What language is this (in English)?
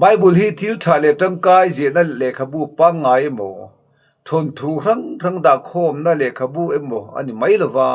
Mizo